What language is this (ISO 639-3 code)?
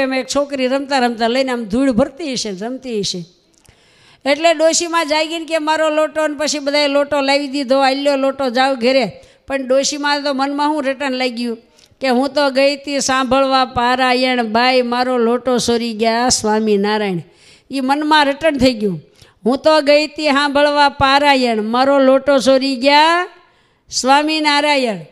guj